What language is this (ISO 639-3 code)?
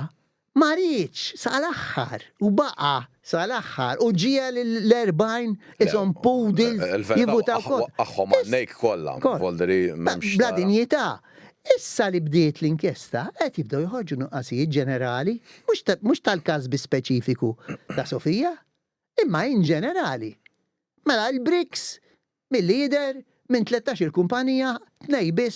mlt